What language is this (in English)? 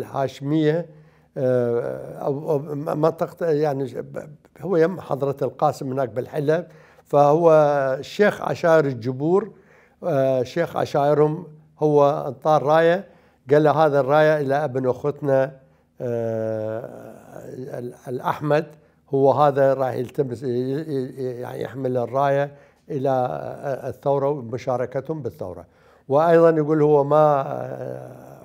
Mesopotamian Arabic